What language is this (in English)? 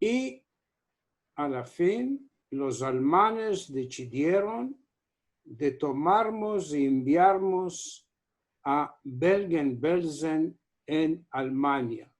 Ladino